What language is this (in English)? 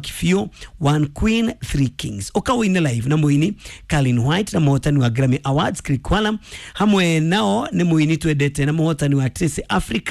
Kikuyu